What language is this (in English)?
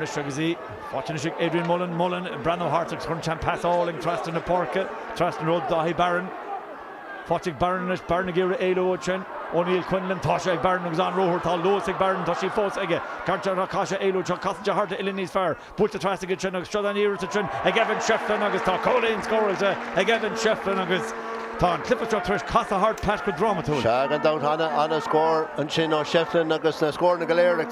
Irish